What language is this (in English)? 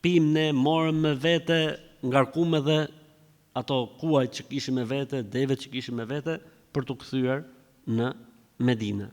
Albanian